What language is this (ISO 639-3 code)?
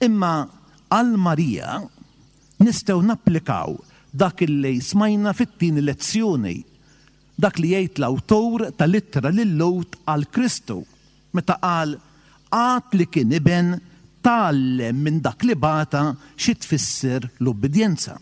mlt